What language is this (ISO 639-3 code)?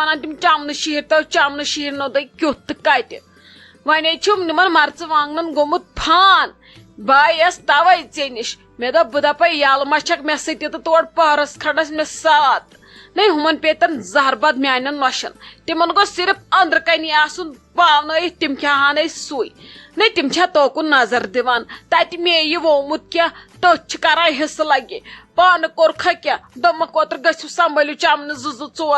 kas